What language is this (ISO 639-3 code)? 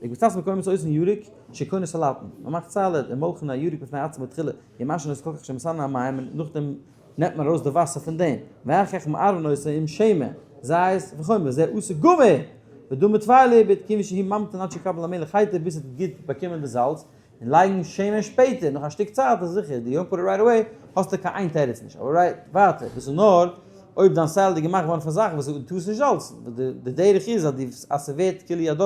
yid